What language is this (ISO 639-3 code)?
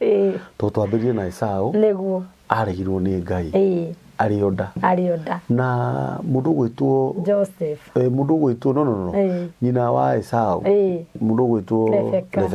kik